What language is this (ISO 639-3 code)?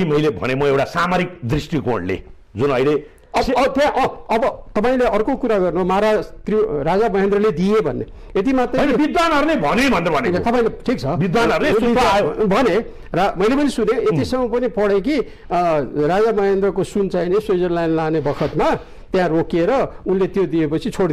nep